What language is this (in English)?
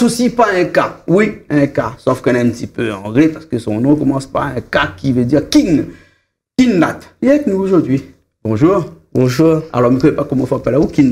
Réunion Creole French